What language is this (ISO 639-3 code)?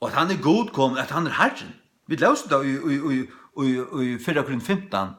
fao